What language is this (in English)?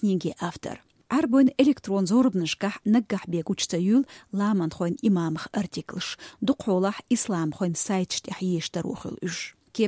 Chechen